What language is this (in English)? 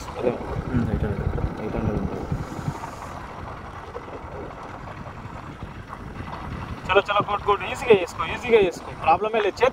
Telugu